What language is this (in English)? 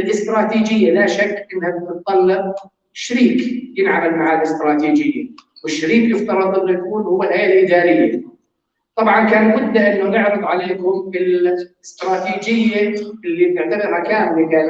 North Levantine Arabic